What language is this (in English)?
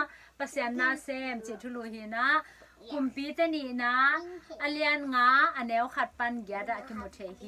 Tedim Chin